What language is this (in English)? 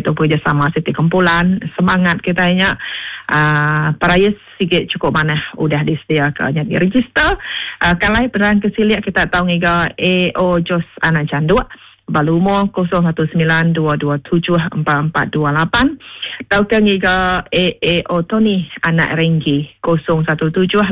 Iban